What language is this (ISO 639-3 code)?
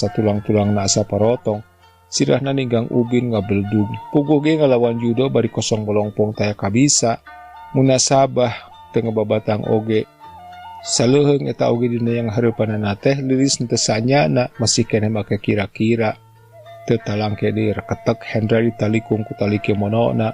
sun